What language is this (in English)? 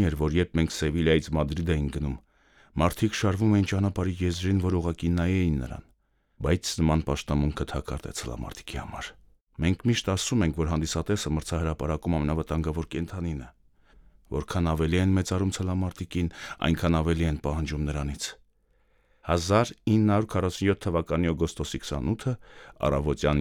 Armenian